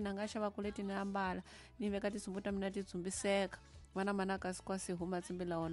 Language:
Tsonga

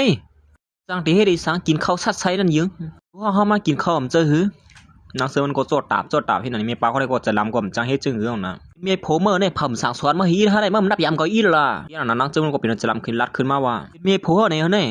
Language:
Shan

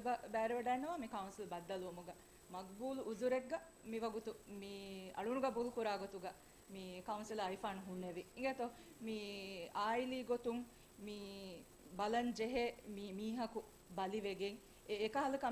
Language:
Divehi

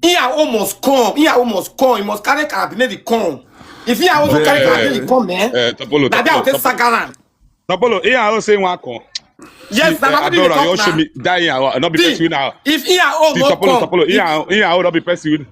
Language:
Nigerian Pidgin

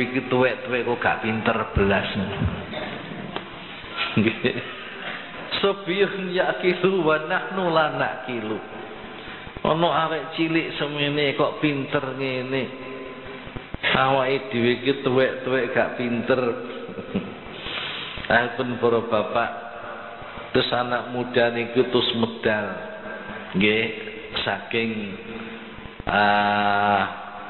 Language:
Javanese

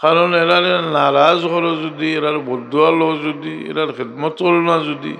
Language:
Sylheti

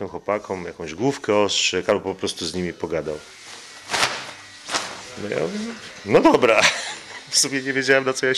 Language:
Polish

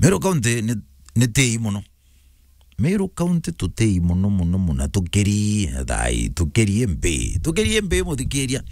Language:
Meru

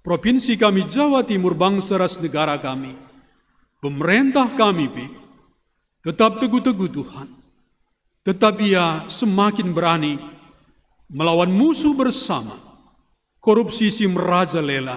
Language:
Batak Karo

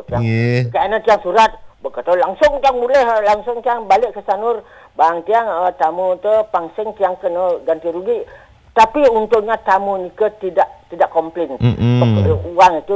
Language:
Balinese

